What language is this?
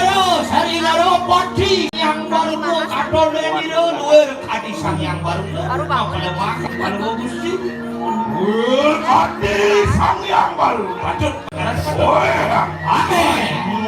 Balinese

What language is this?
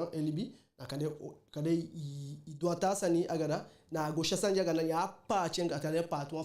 Eastern Maroon Creole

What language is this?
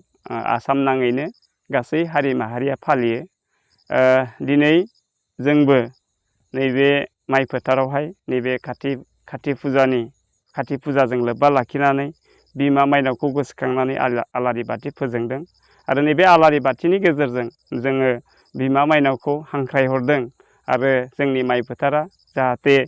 Bodo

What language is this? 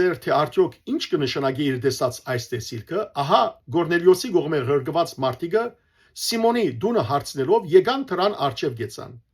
Western Armenian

